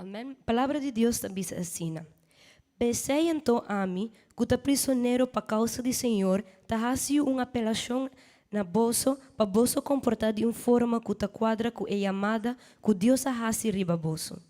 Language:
Papiamento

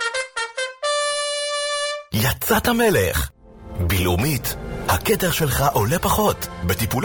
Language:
Hebrew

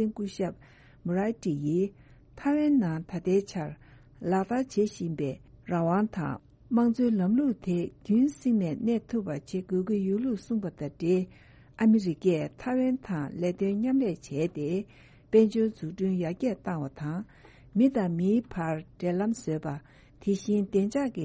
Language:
Tibetan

